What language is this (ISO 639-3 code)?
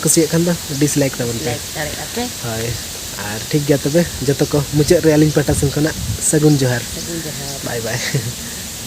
sat